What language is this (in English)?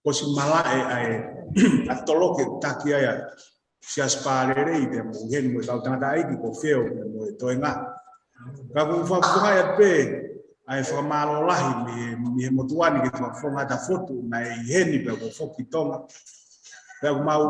Tongan